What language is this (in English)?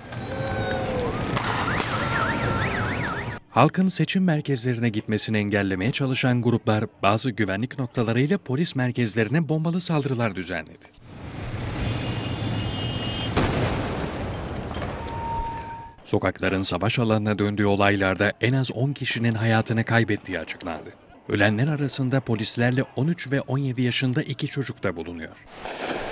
Turkish